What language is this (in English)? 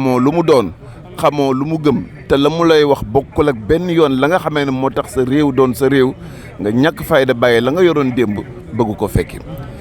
Wolof